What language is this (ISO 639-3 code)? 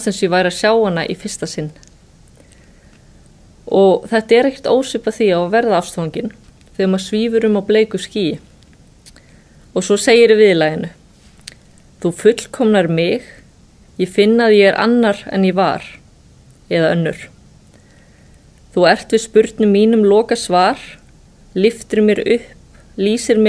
isl